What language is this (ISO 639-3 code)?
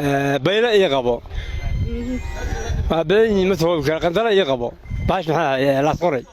som